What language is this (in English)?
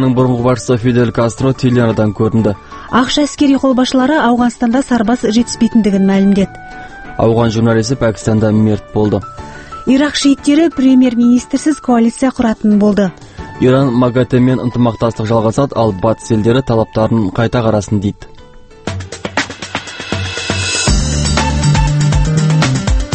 Kazakh